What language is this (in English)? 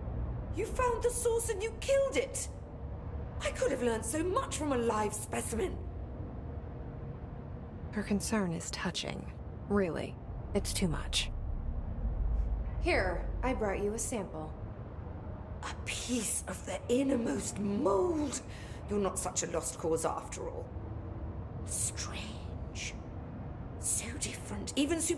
English